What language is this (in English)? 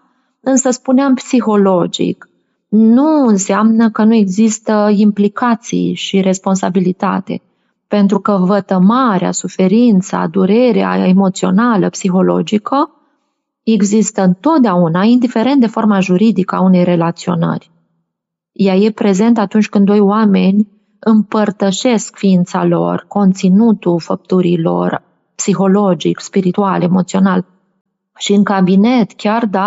Romanian